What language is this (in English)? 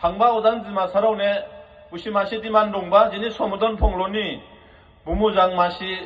Dimasa